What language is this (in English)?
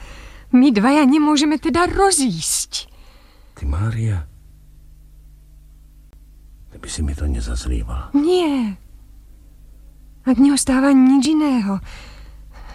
Slovak